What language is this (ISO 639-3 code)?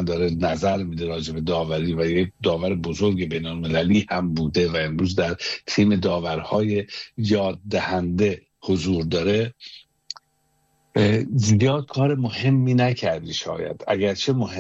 fas